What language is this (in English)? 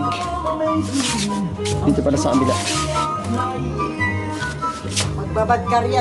Filipino